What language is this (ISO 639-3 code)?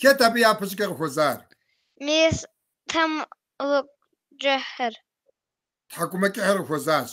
kbd